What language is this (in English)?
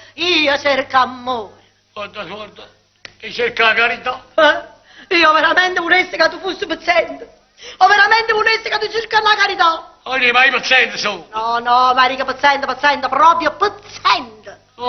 Neapolitan